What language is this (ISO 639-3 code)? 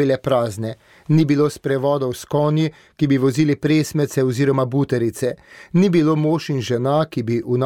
slv